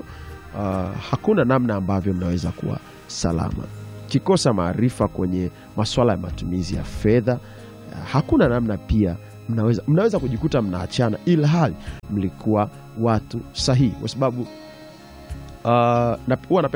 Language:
Swahili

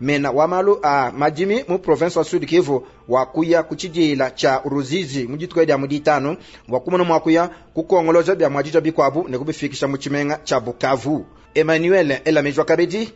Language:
Luba-Lulua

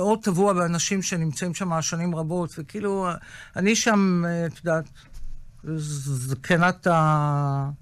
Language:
Hebrew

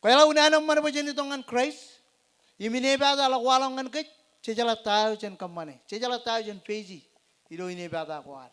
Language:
Marshallese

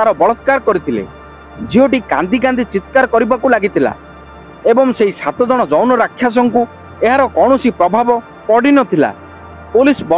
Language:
Odia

